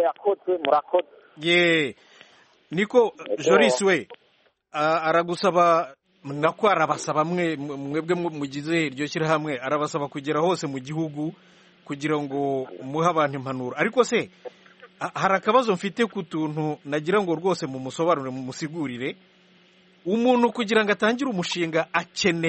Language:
Kinyarwanda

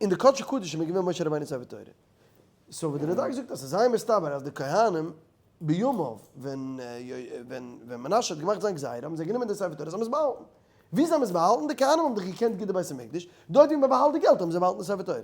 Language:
Yiddish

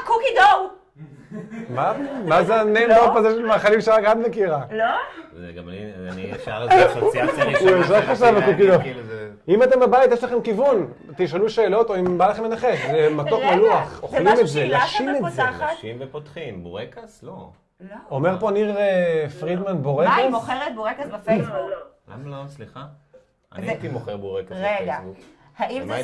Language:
Hebrew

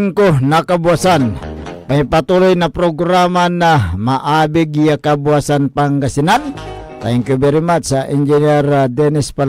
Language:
Pangasinan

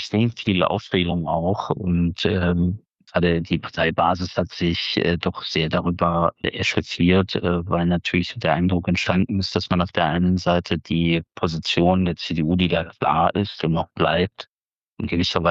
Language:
German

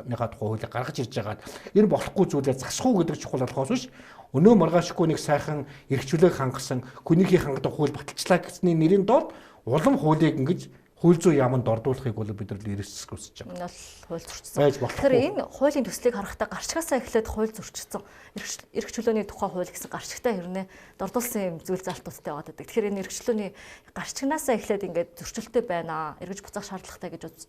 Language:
Mongolian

